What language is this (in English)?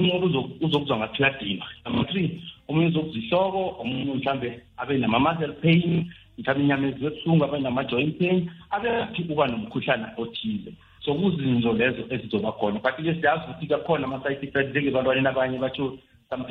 South Ndebele